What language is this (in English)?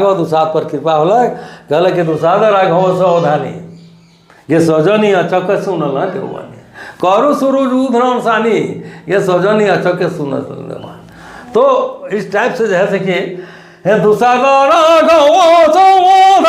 Sadri